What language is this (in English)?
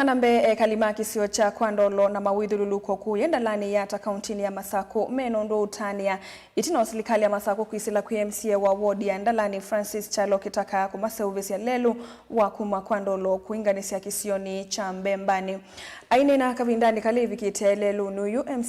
Kamba